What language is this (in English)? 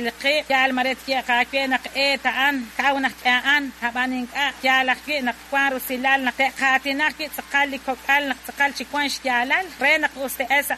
Kekchí